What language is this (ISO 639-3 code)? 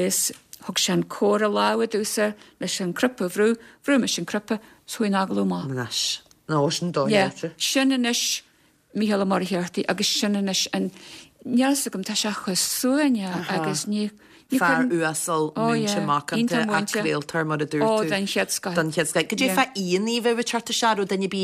gle